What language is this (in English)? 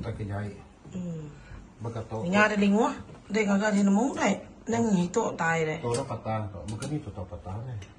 Iban